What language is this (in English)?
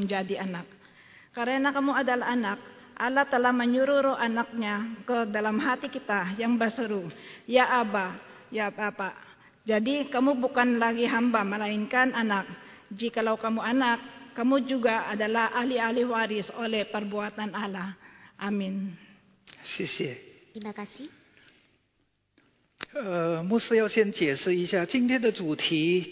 Indonesian